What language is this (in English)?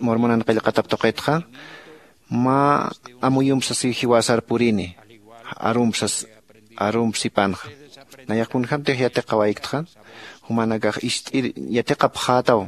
Aymara